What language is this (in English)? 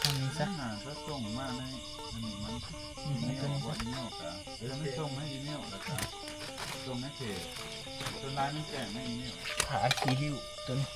Northeastern Thai